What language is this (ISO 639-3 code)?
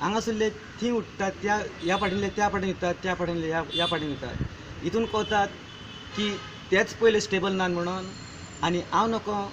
kok